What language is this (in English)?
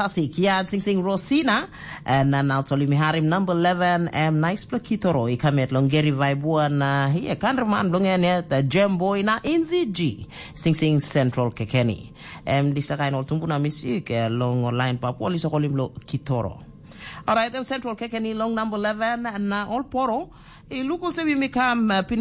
Tok Pisin